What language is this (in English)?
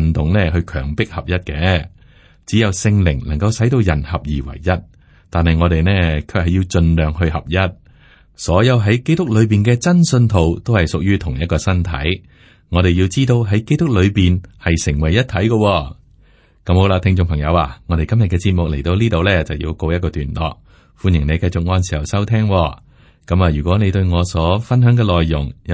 Cantonese